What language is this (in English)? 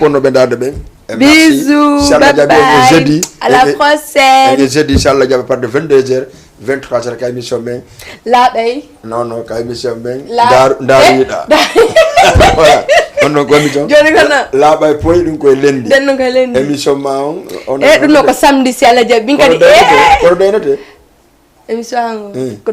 Fula